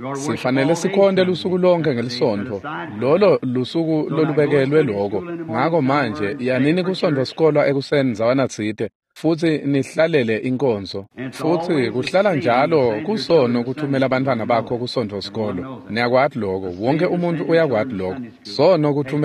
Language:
Swati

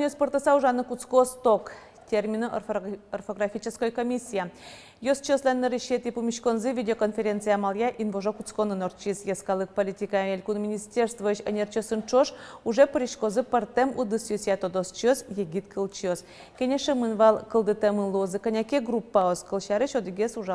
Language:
Udmurt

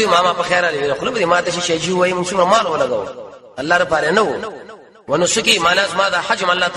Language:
Pashto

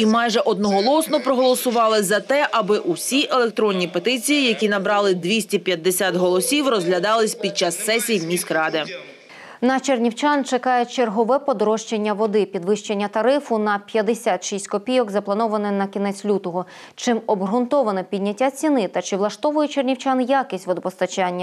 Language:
Ukrainian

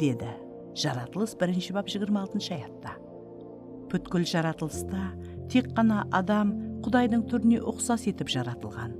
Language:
Kara-Kalpak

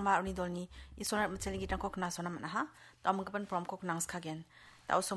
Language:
Garo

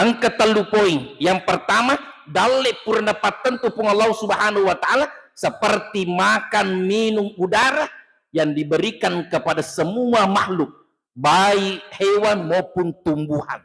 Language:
Buginese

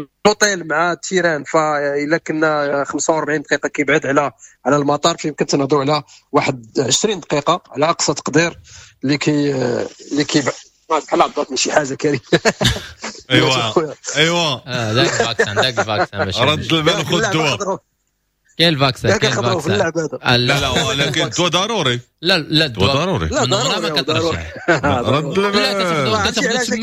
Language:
Moroccan Arabic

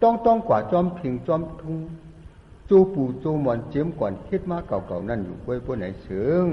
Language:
Shan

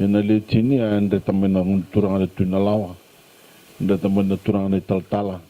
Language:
Fijian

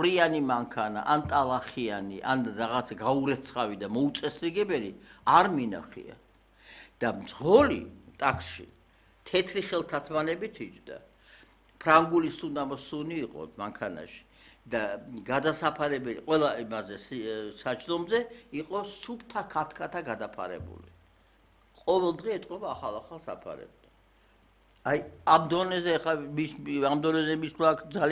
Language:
Georgian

